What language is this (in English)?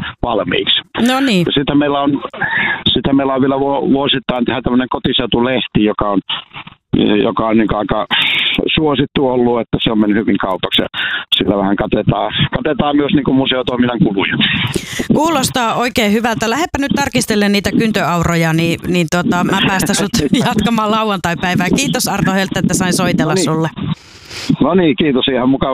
Finnish